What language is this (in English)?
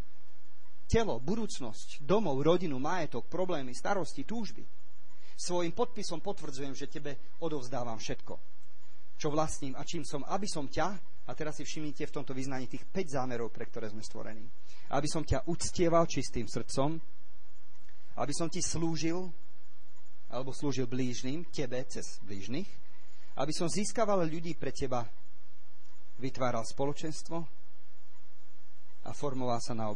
Slovak